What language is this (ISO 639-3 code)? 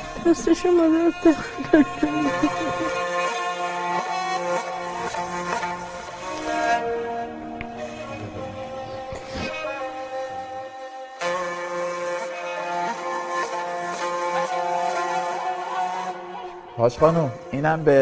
fas